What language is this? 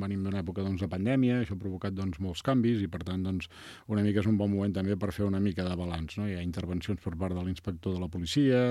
Catalan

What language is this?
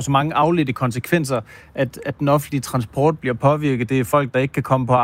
Danish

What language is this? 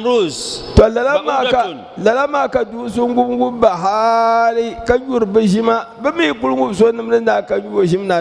Dagbani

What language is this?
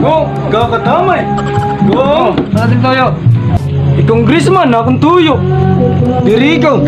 Waray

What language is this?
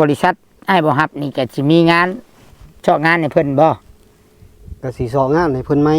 Northeastern Thai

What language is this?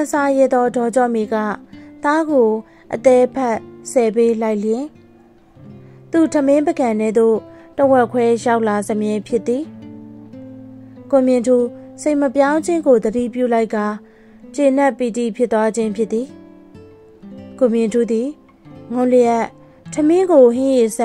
Burmese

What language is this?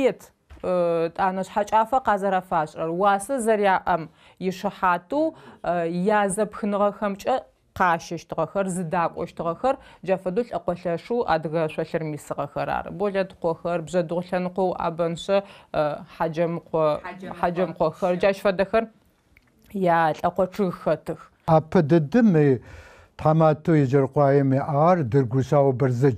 Adyghe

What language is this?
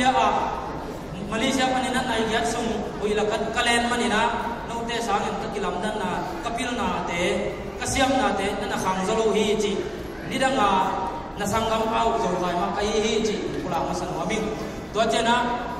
Tedim Chin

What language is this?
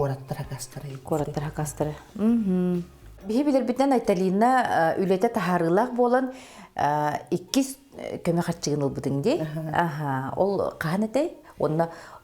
Yakut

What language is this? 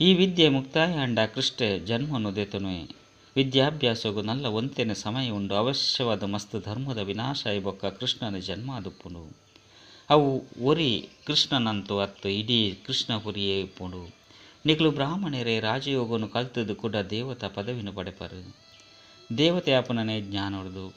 Tulu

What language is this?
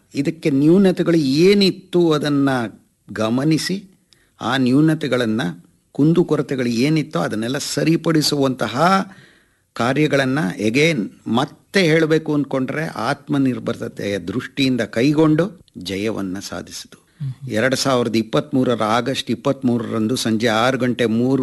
Kannada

